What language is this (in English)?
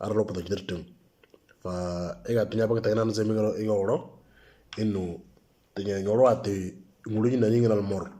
Moro